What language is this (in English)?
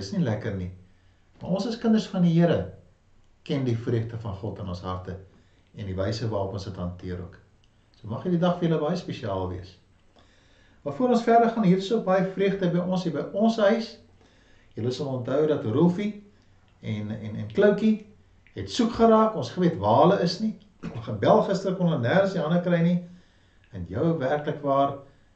Afrikaans